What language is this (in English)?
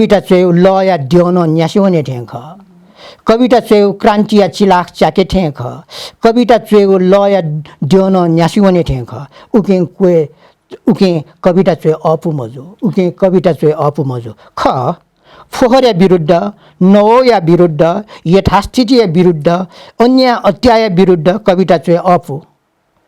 Newari